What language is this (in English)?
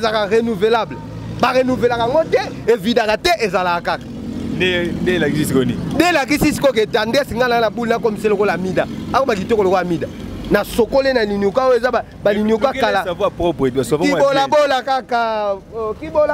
Lingala